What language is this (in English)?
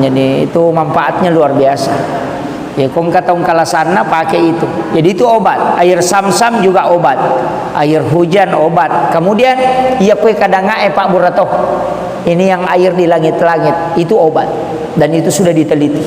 Buginese